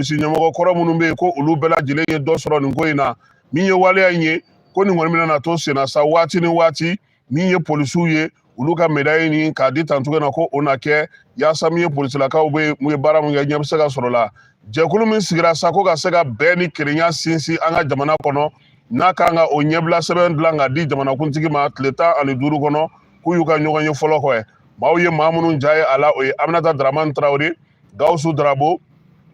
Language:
Bambara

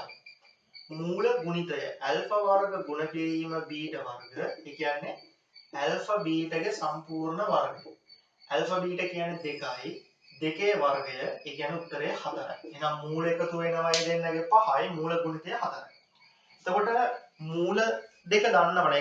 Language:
Sinhala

